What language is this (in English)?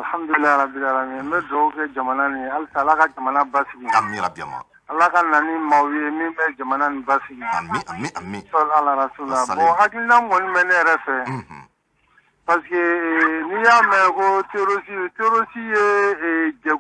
Bambara